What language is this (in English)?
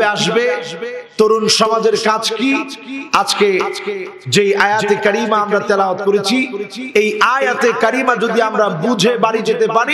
Bangla